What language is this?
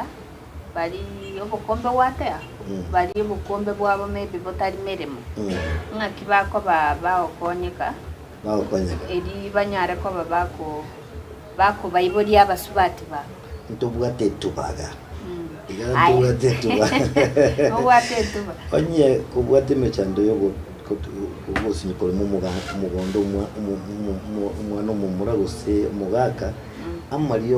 Gusii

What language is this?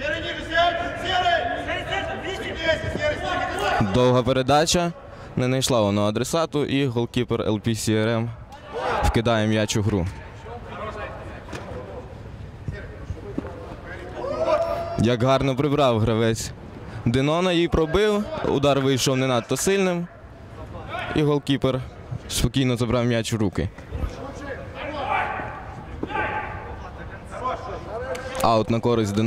Ukrainian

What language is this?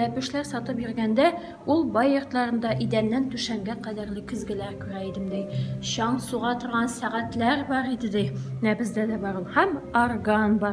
Tatar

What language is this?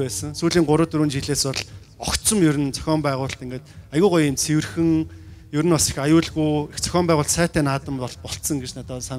Mongolian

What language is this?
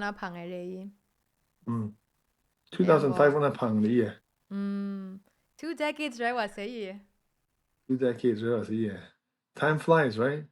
Kachin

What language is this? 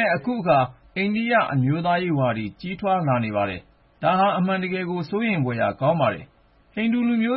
Burmese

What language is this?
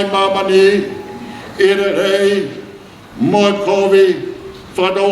Tongan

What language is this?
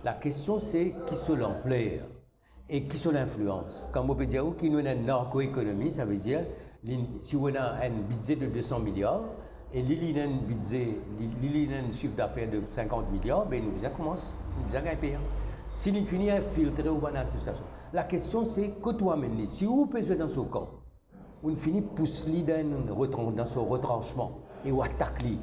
Morisyen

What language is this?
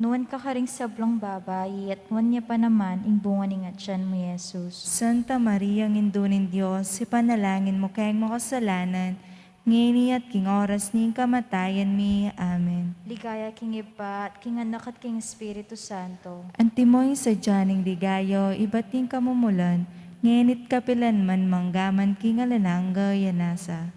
Pampanga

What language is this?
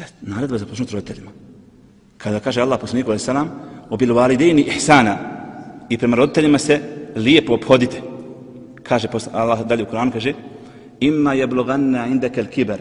Bosnian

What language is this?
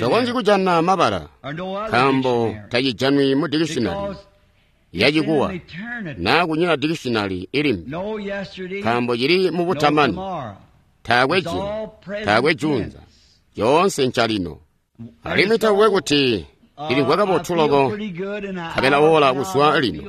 Tonga (Zambia)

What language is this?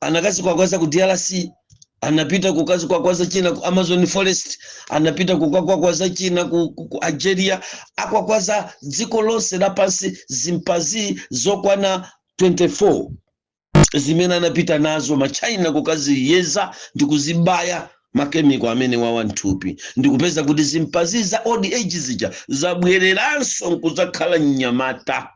Nyanja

